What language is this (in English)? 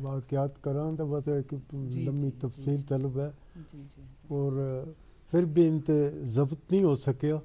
Gujari